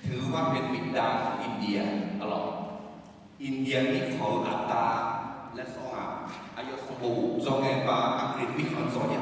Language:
Akha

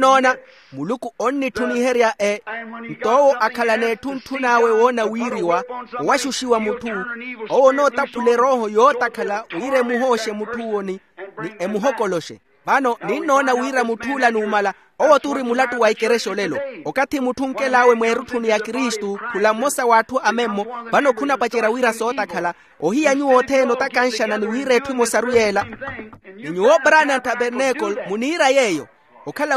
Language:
Makhuwa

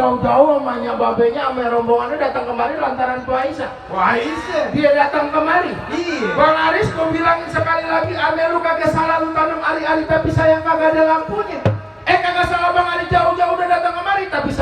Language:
Betawi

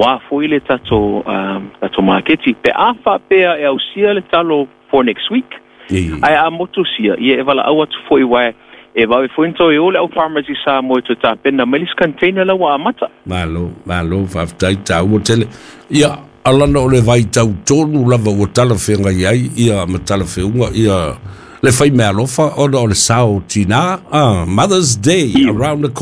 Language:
Samoan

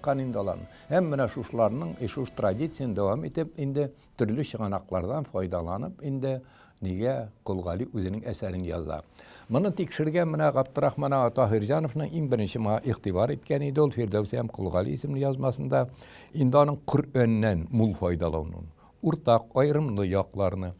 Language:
Tatar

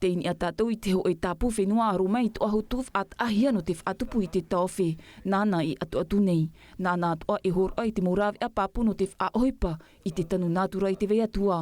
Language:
Tahitian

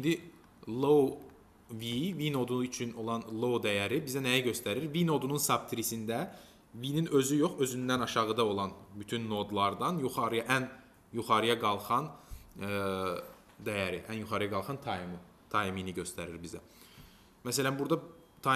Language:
Azerbaijani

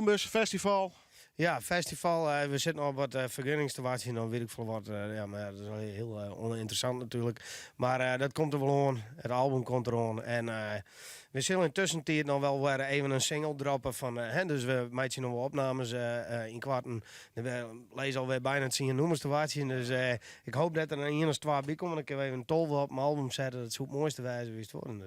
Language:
Western Frisian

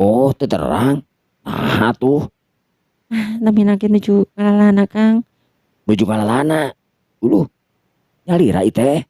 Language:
Sundanese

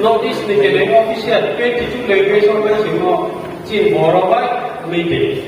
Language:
Riang (India)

